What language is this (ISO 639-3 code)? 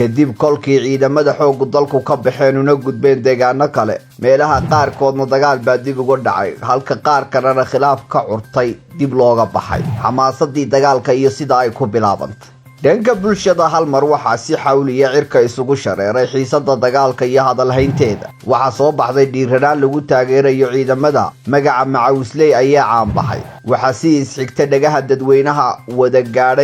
som